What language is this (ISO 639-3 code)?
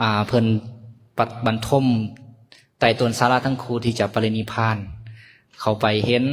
lao